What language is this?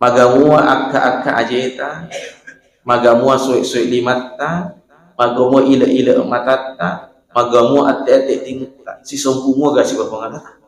Buginese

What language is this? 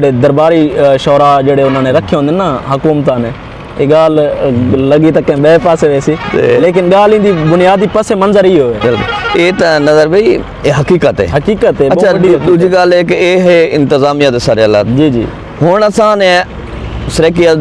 Saraiki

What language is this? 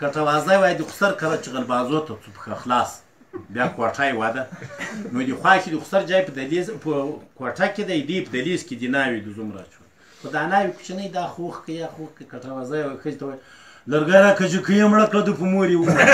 Pashto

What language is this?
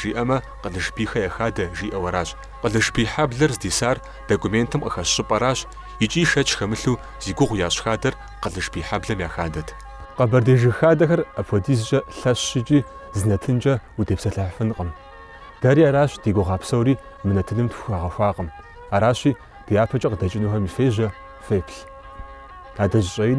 Kabardian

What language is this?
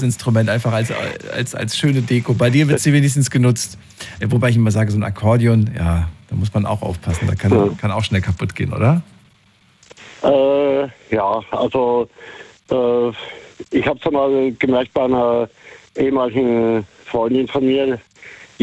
German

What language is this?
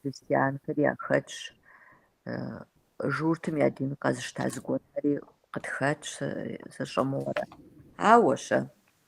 Kabardian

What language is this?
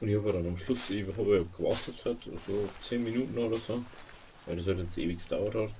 Bavarian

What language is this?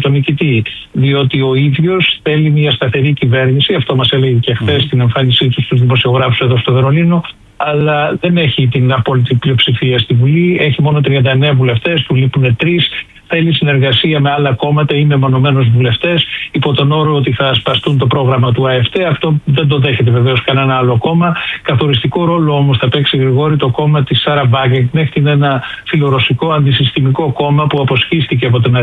Greek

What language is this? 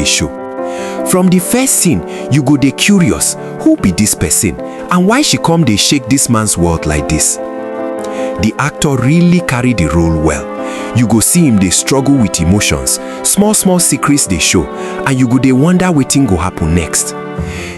Nigerian Pidgin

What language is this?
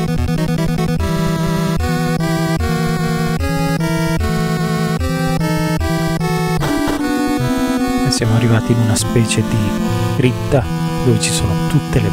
Italian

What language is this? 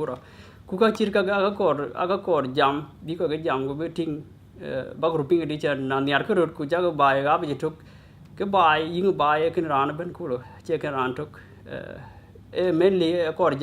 Dinka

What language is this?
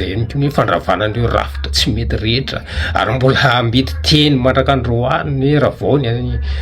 Malagasy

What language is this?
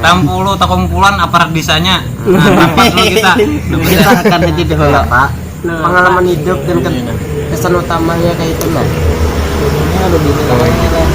Banjar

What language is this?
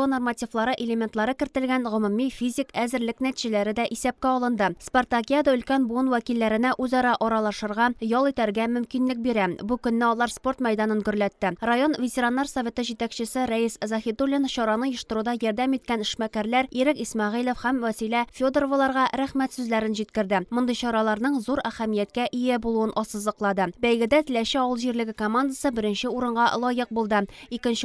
Tatar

